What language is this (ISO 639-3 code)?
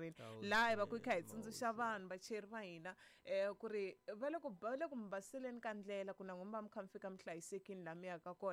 tso